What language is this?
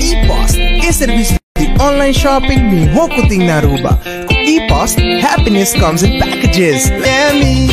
Papiamento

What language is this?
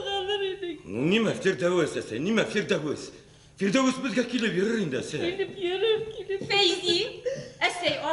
Bashkir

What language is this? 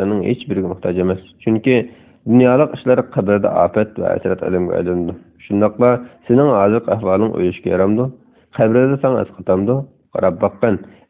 Uyghur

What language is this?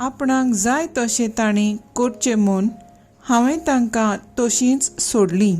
Konkani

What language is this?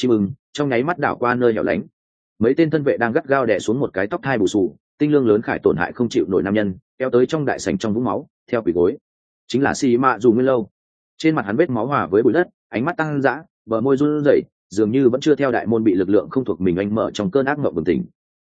Vietnamese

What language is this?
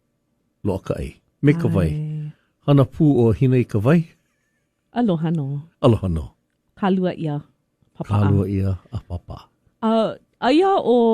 Hawaiian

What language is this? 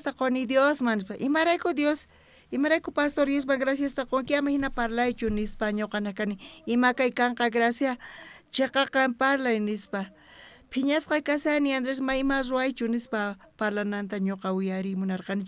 South Bolivian Quechua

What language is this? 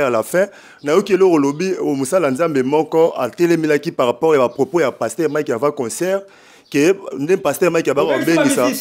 Lingala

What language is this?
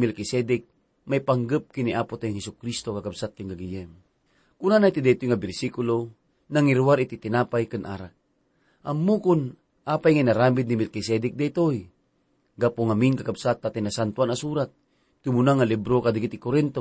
Iloko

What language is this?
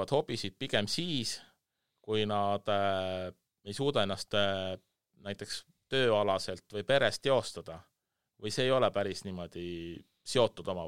Estonian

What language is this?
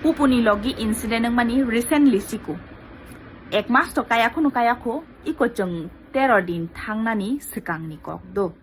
Kok Borok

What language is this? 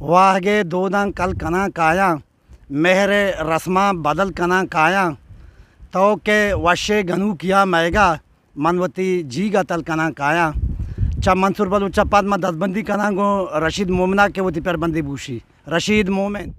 Eastern Balochi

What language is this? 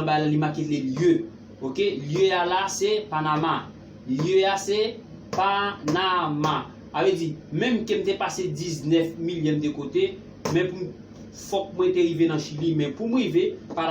Haitian Creole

